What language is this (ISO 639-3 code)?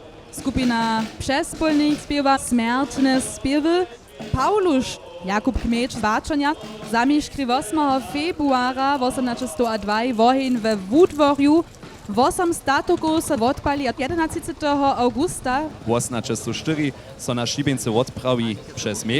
hsb